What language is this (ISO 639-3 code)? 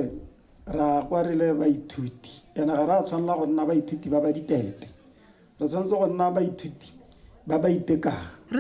tsn